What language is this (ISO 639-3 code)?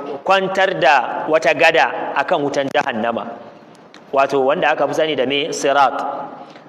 hau